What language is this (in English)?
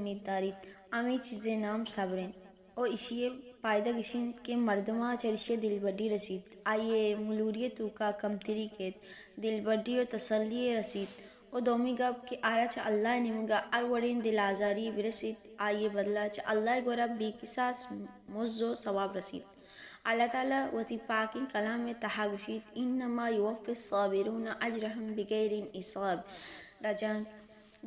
Baluchi